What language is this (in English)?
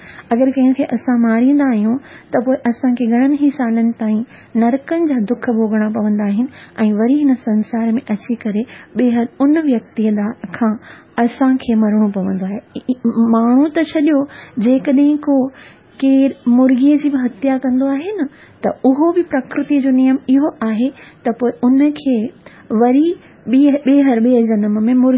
Sindhi